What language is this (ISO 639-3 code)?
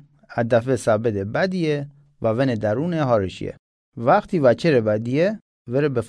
mzn